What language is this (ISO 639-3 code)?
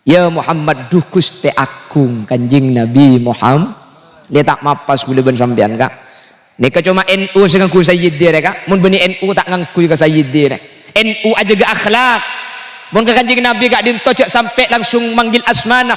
mad